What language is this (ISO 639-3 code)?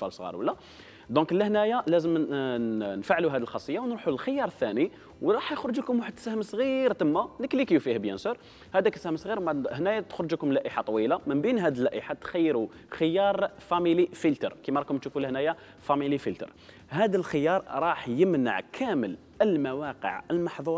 arq